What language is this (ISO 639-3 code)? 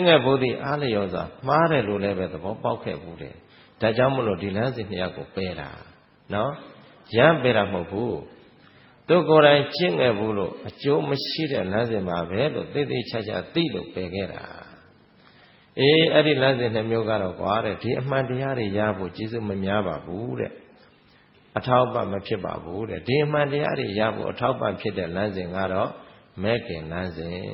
mya